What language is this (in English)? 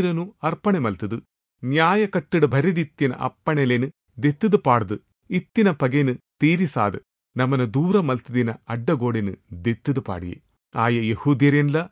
Tulu